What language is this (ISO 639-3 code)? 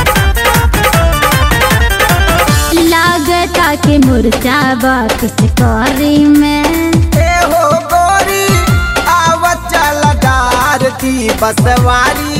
bho